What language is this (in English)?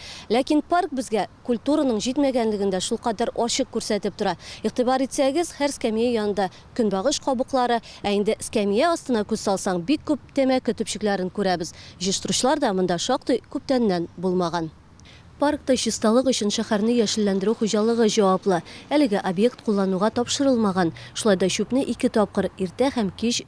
Tatar